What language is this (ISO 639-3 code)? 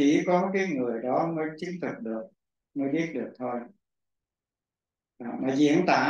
vie